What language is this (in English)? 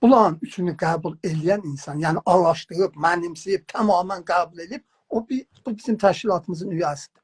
South Azerbaijani